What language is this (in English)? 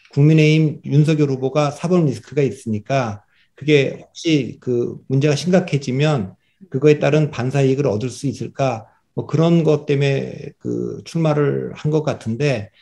Korean